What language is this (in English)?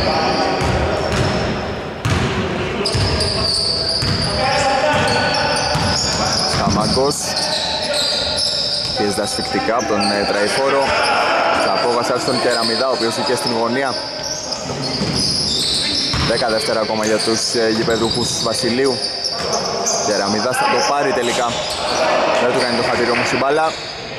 Greek